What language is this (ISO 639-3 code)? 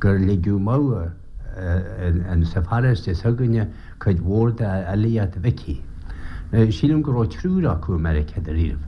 gle